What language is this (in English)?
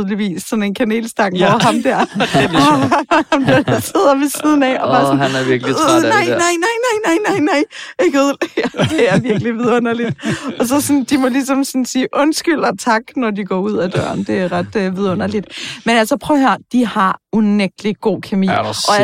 Danish